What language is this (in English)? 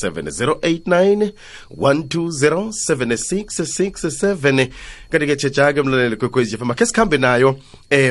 South Ndebele